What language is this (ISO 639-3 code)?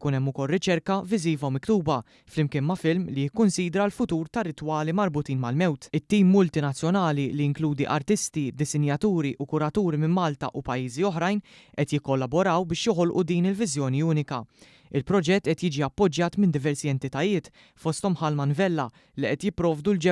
mlt